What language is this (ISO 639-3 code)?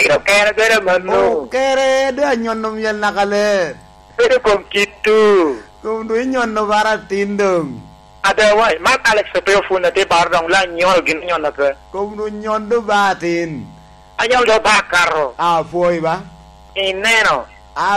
laj